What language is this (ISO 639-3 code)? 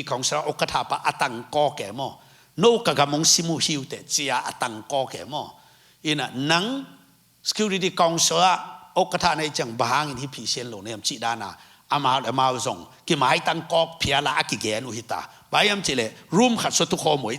ctd